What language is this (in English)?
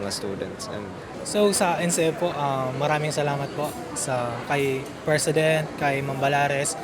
Bikol